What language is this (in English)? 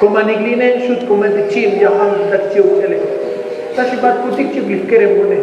Tzotzil